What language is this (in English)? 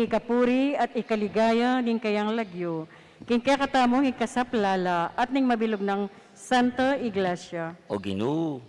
Pampanga